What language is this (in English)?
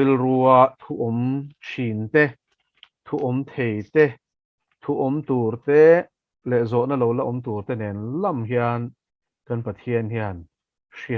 Mizo